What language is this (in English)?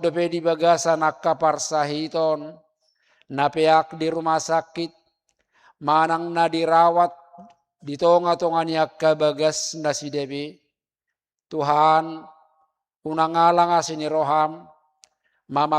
Batak Toba